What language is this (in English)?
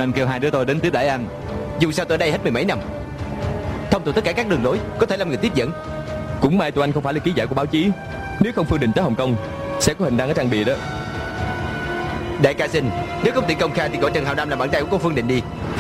Vietnamese